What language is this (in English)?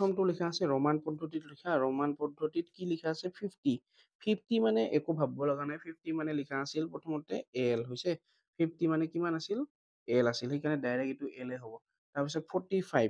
Assamese